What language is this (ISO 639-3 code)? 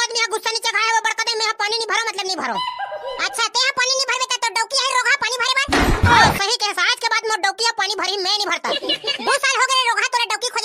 hne